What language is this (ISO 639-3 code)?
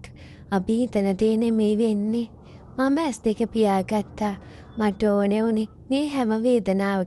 sin